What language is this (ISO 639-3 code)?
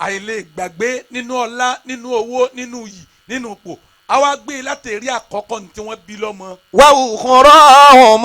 yor